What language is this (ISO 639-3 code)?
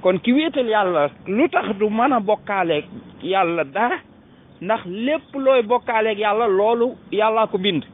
wol